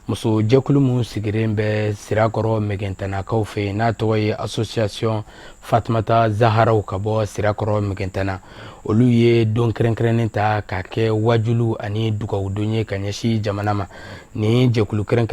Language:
Bambara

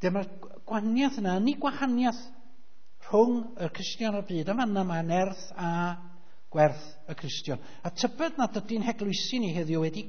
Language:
Welsh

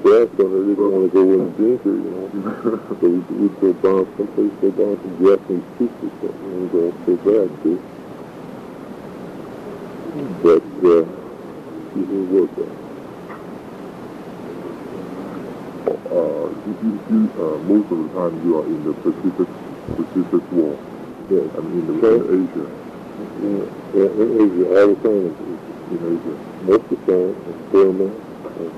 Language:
English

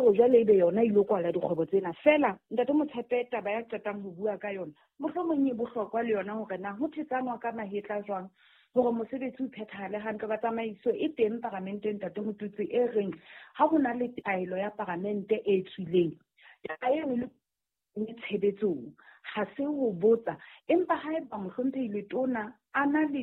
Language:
Southern Sotho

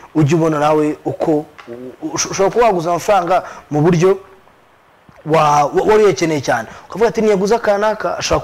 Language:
Kinyarwanda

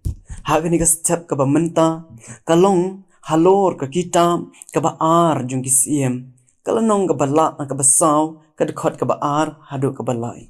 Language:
Khasi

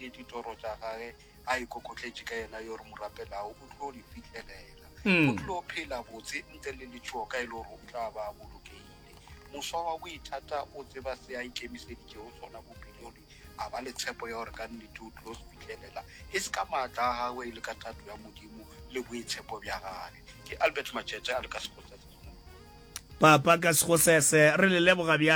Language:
Northern Sotho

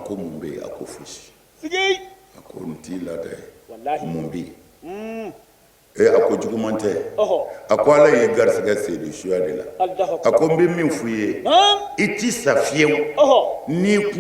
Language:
Bambara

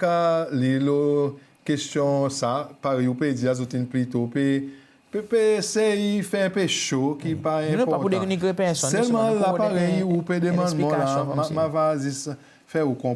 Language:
Seselwa Creole French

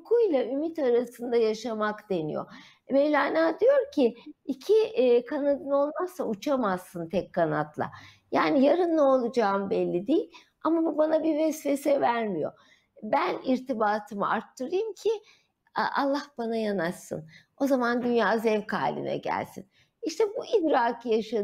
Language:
Turkish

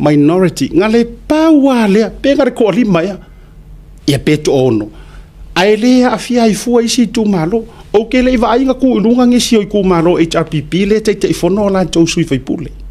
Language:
Samoan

